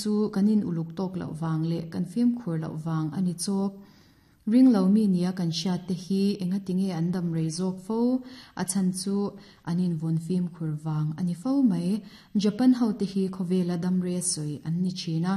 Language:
Mizo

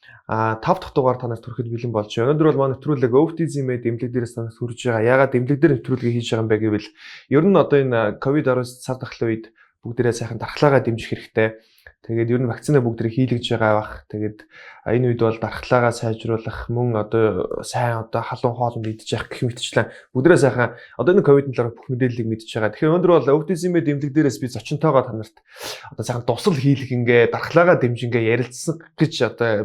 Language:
Mongolian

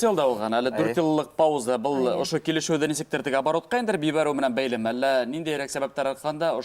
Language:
Bashkir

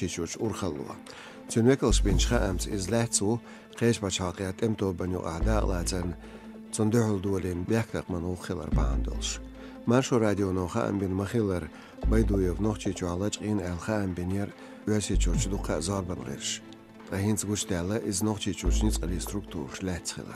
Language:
Chechen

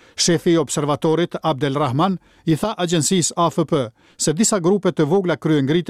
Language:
Albanian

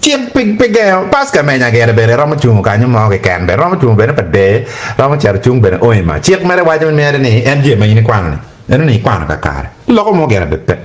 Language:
Acoli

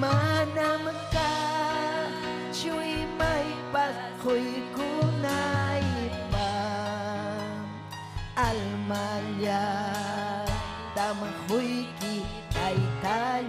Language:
Ayacucho Quechua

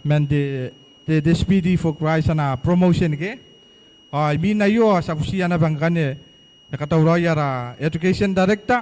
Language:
Gilbertese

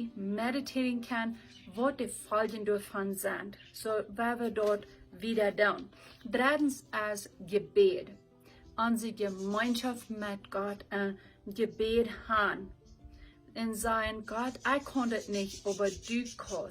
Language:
Plautdietsch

